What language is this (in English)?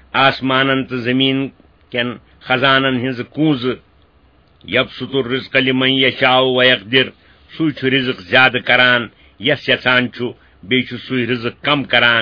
Kashmiri